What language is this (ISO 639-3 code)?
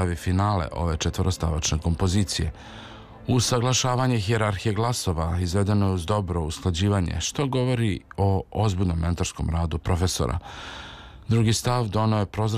srp